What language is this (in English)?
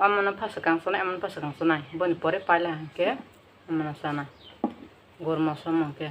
Kok Borok